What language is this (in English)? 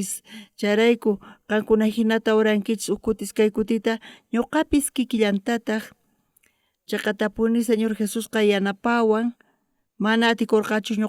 South Bolivian Quechua